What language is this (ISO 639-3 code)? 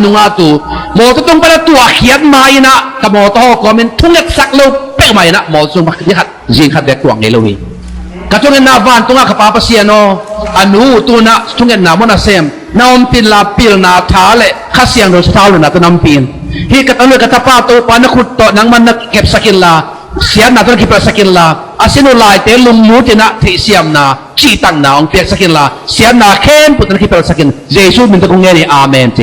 ctd